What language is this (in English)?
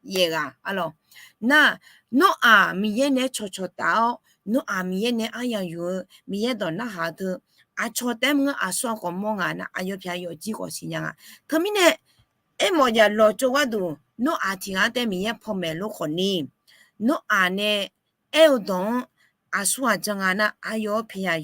Akha